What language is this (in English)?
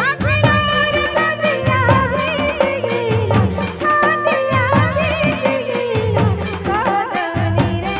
Sadri